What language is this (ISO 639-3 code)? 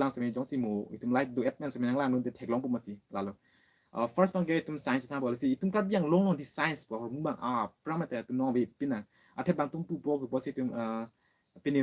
mjw